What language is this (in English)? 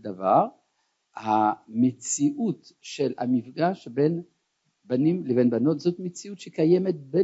Hebrew